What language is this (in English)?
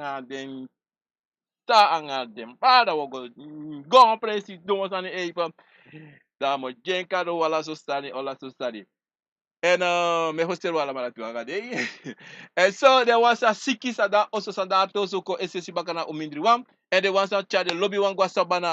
Sranan Tongo